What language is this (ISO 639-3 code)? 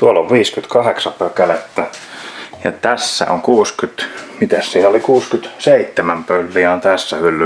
fin